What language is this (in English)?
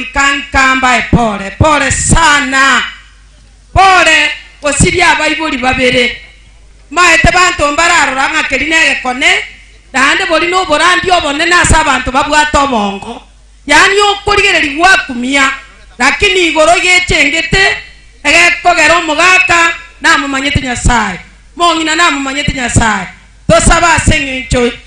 Gusii